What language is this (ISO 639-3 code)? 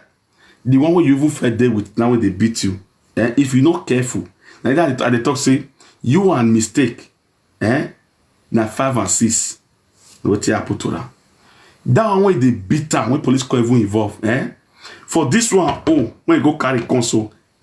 pcm